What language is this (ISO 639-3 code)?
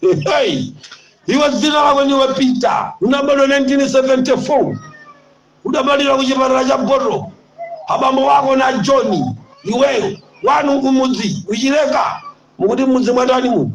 nya